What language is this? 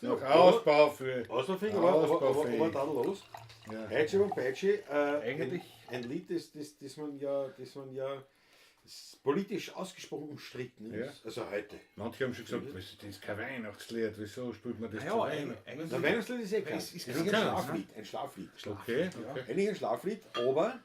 Bavarian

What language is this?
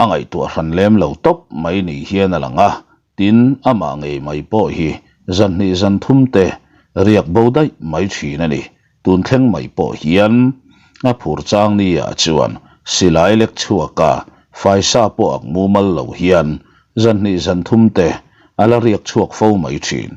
Mizo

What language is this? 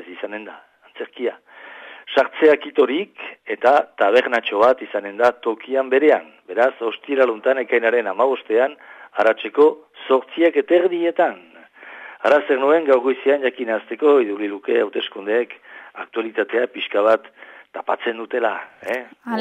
Basque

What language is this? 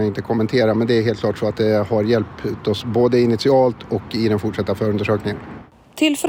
Swedish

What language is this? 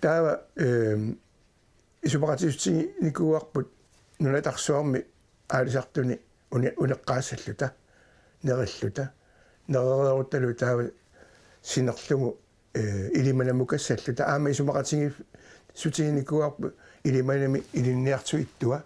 Kalaallisut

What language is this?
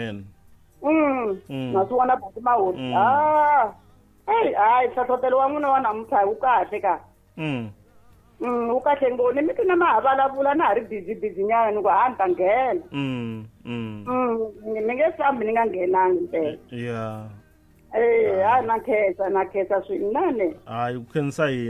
Tsonga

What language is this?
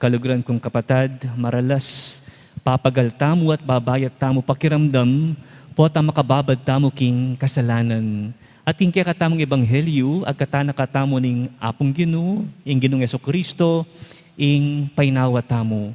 Pampanga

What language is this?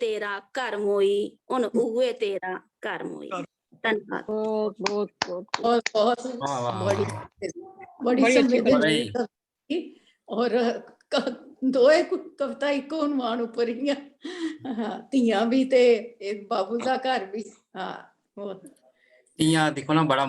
Dogri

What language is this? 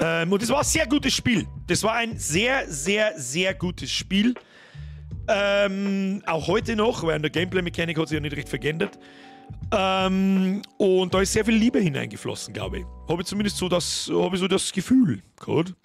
Bavarian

